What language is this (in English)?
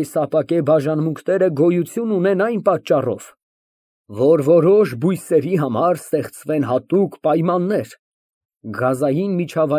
Armenian